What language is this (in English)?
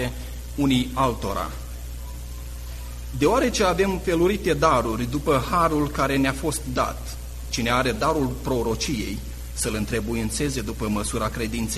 Romanian